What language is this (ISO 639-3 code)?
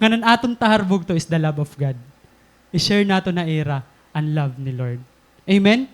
war